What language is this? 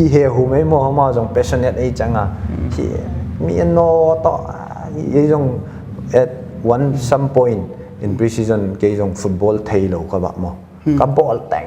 Paite Chin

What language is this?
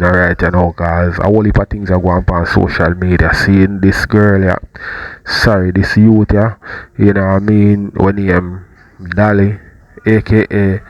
Jamaican Creole English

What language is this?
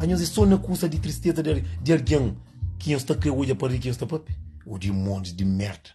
Kabuverdianu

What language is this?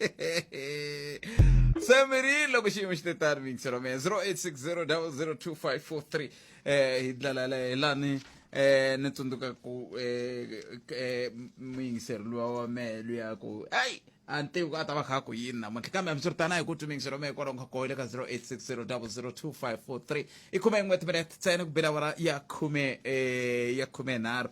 Tsonga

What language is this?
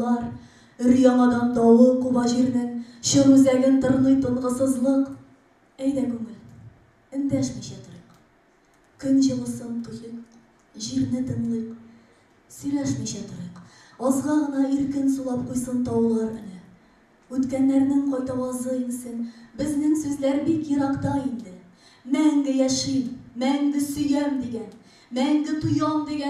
Tatar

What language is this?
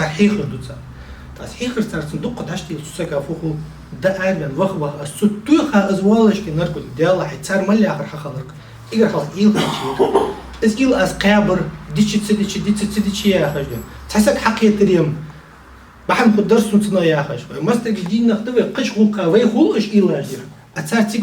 Ingush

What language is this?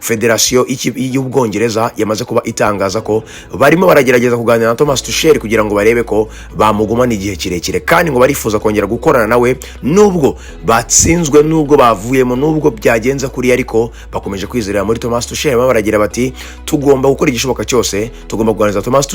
Kinyarwanda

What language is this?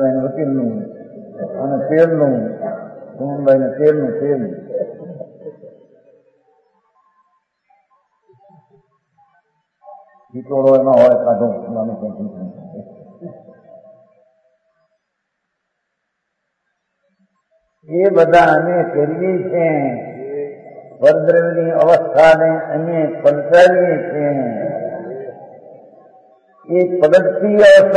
Gujarati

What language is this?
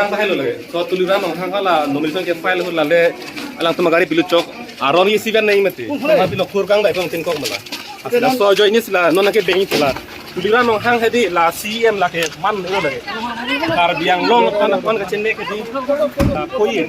Karbi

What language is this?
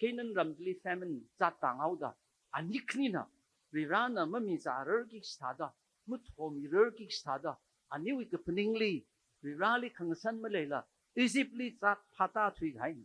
Tangkhul Naga (India)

